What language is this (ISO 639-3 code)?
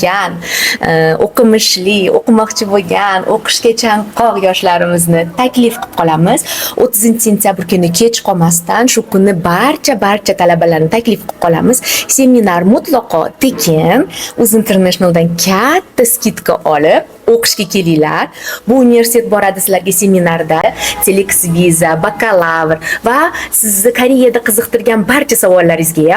uzb